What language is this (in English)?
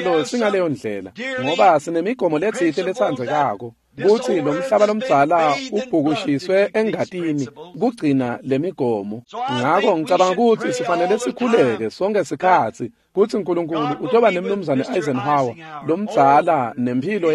Swati